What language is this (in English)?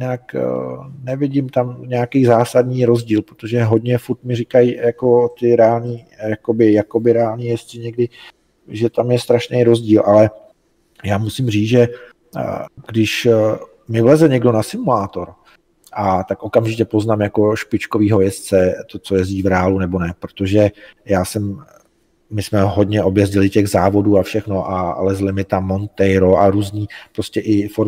Czech